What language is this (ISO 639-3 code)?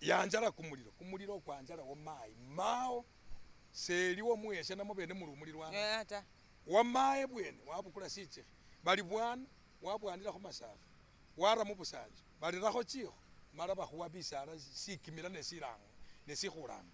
myx